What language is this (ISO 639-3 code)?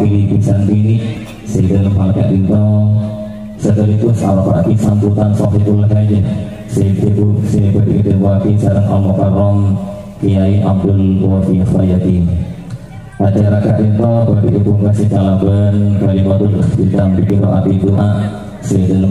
mad